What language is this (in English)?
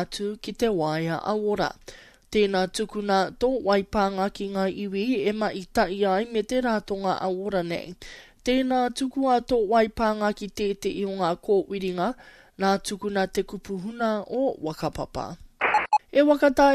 Māori